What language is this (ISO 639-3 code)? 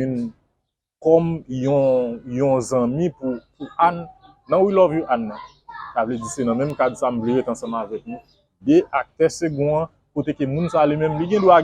hat